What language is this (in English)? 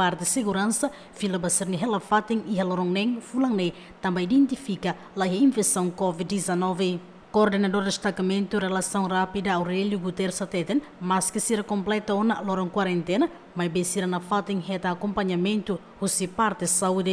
Tetum